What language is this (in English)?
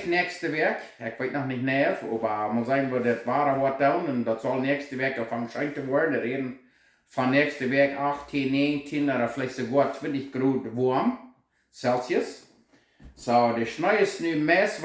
Plautdietsch